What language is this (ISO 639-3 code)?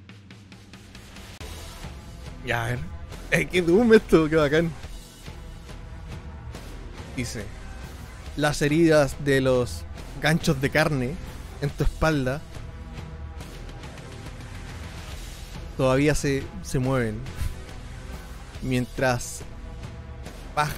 spa